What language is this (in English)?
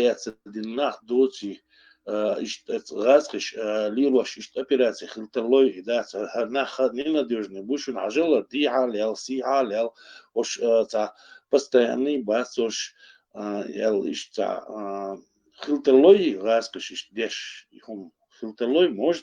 Chechen